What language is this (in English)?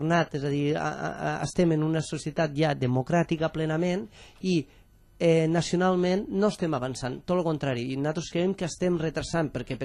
Catalan